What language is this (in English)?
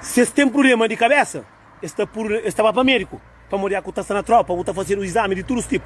Kabuverdianu